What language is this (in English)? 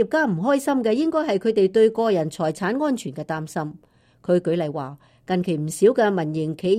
Cantonese